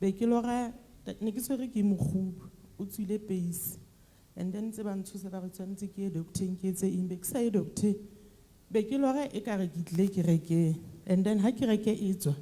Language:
Southern Sotho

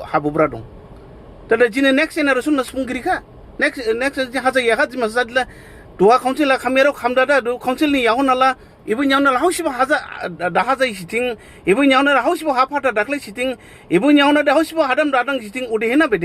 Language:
Dimasa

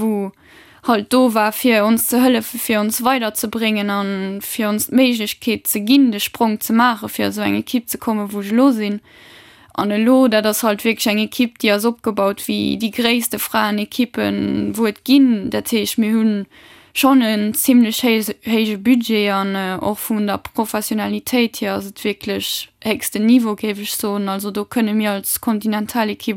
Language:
Luxembourgish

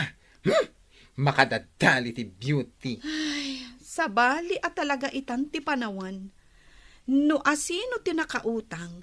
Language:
Iloko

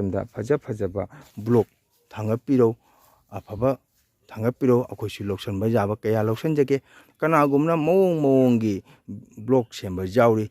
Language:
Manipuri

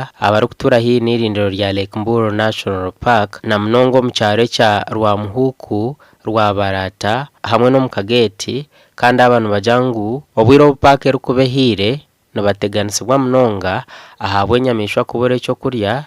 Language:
Nyankole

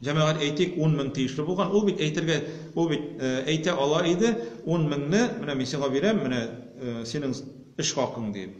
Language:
Tatar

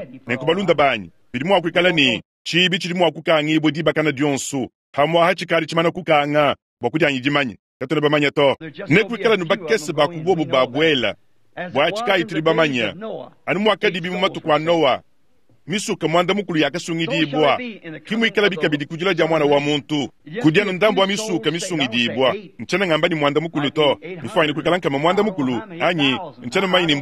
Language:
Luba-Lulua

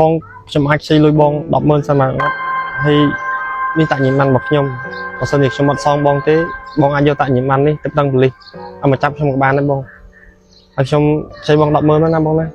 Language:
Khmer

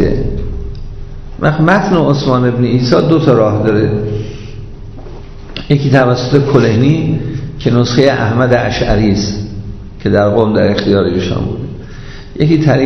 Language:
Persian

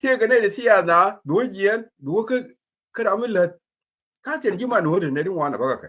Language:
Nuer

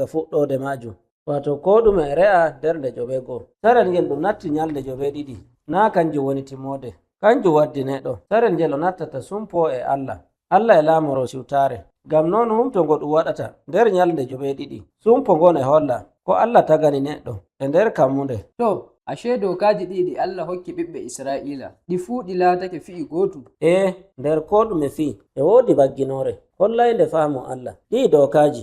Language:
Nigerian Fulfulde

